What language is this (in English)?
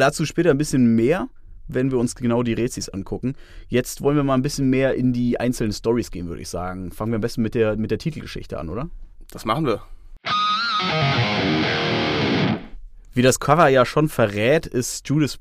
German